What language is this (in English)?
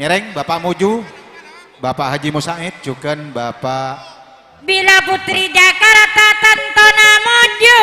Madurese